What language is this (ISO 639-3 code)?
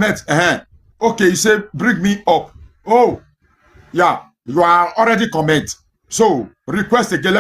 pcm